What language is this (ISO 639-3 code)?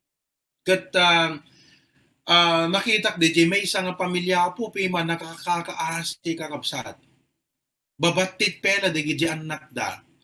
ilo